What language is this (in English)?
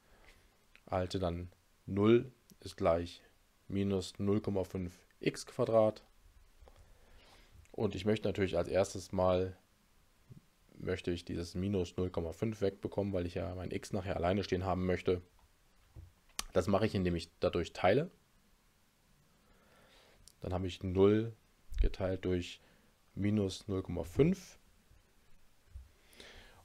German